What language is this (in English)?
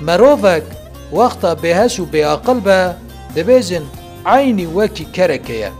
Kurdish